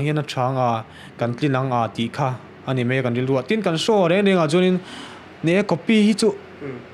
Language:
Mizo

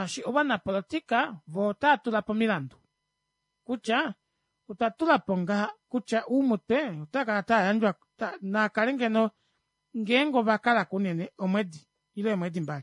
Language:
Kuanyama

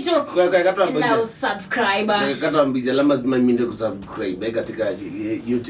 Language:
Kamba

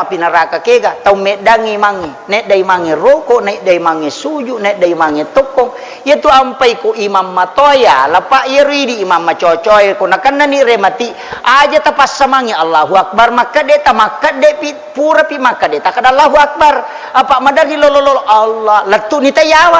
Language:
Buginese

